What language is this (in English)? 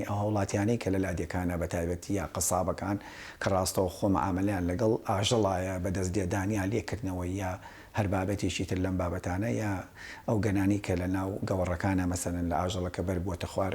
Central Kurdish